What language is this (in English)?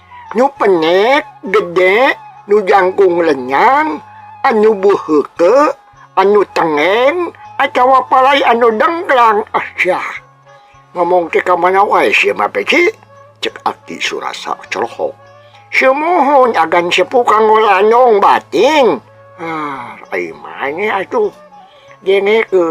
Sundanese